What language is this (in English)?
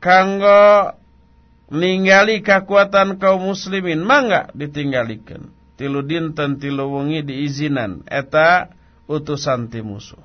Sundanese